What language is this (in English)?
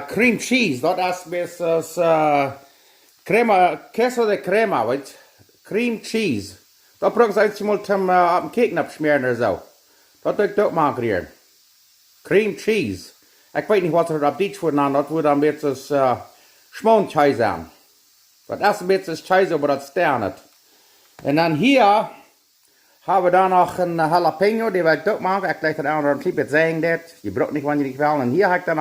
Plautdietsch